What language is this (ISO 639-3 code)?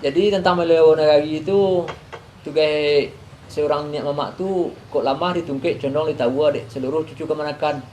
min